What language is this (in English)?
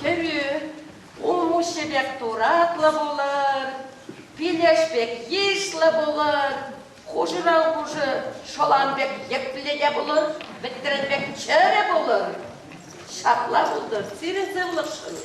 Chuvash